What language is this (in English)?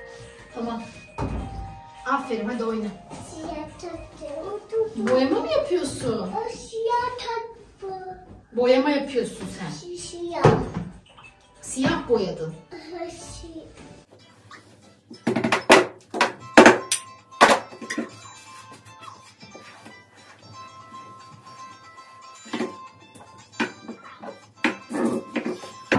Turkish